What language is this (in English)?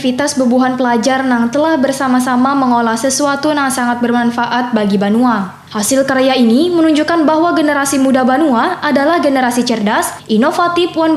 Banjar